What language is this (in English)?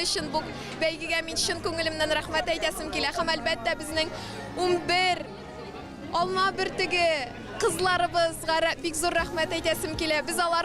Tatar